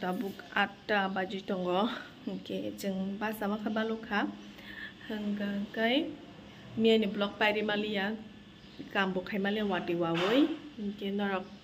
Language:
Kok Borok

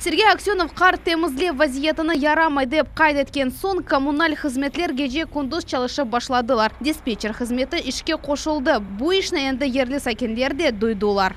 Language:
Crimean Tatar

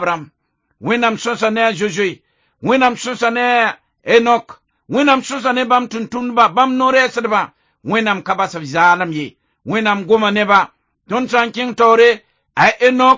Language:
Mossi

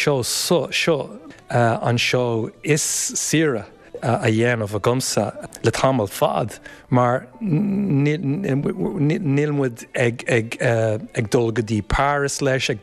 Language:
Irish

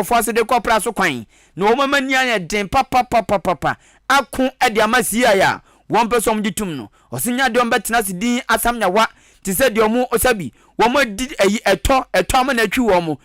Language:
Akan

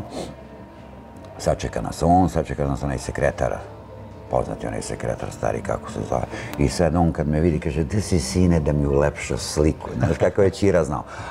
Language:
Serbian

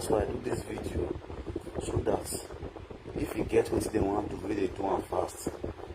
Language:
Nigerian Pidgin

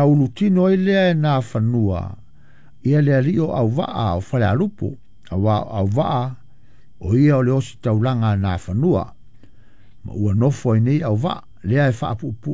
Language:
Samoan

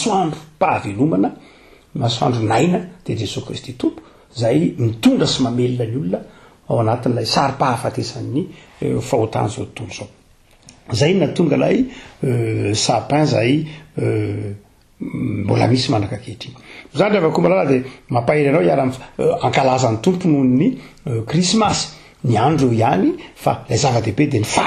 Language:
Malagasy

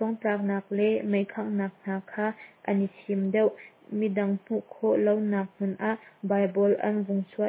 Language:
Hakha Chin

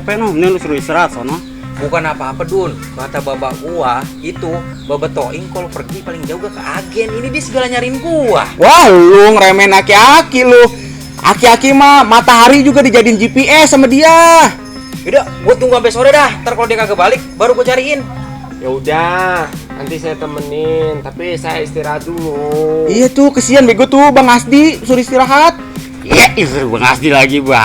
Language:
Betawi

